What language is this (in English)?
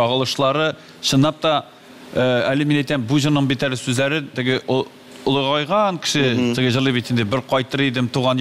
Tatar